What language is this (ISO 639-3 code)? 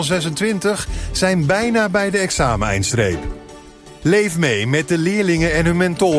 nld